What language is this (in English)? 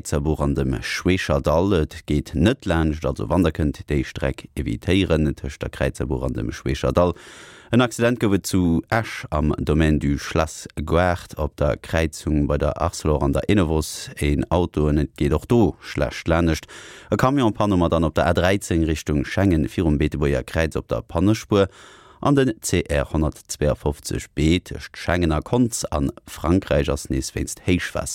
Luxembourgish